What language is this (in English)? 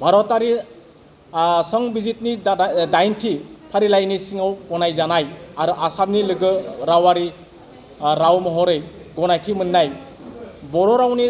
Bodo